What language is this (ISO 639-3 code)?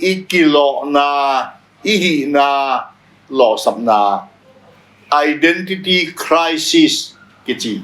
ctd